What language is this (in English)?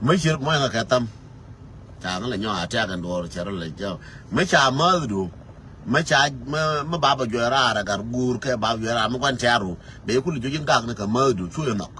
Nuer